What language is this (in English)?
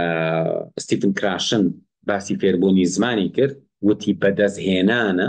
Central Kurdish